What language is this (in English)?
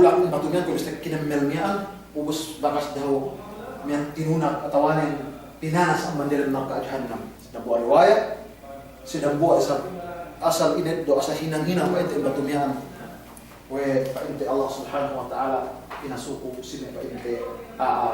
Yakan